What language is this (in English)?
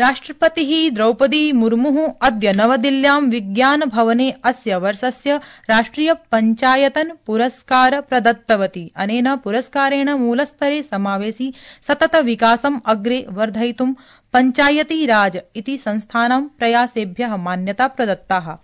Sanskrit